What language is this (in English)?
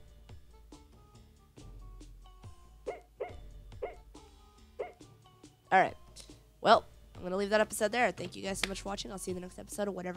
English